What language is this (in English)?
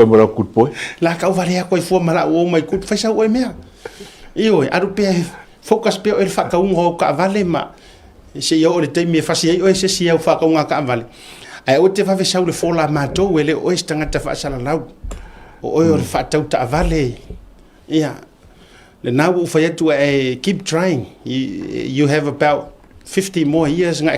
Samoan